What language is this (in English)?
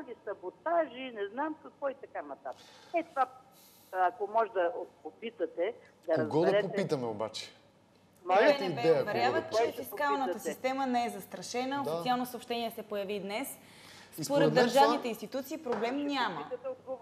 Bulgarian